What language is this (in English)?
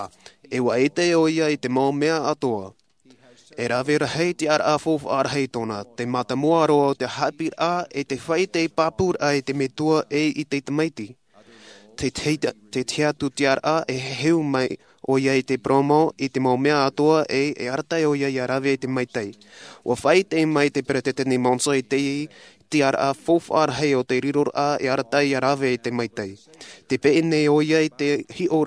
Tahitian